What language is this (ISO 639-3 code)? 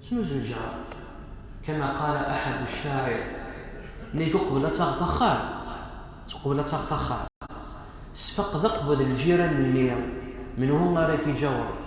kab